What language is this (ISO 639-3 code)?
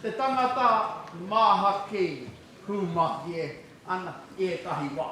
mri